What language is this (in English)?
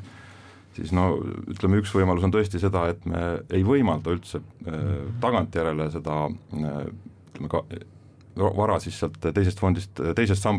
Estonian